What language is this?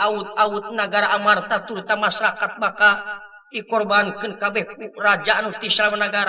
Sundanese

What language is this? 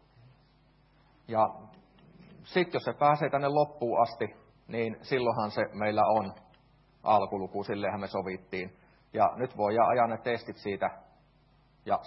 Finnish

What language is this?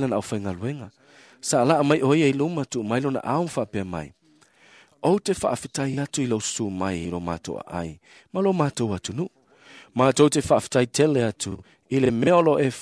Samoan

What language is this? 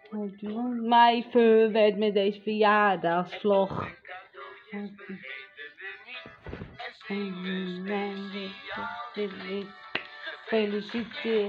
Dutch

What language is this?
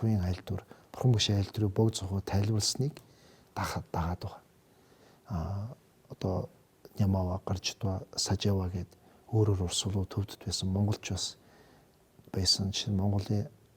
Mongolian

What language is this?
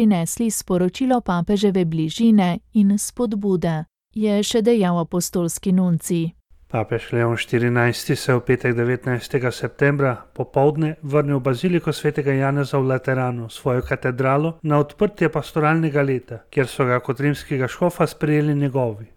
Slovenian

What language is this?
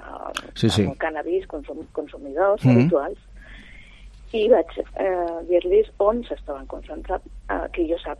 Catalan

